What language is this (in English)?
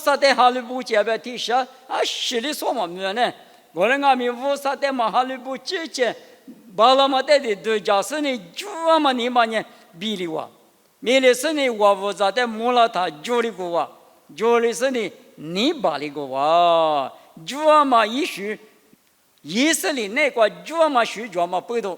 Lisu